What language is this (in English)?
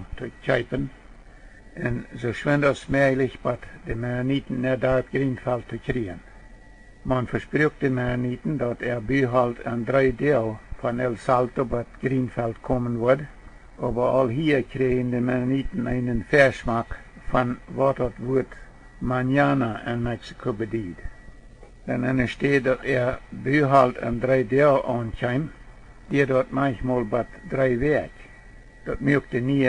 Plautdietsch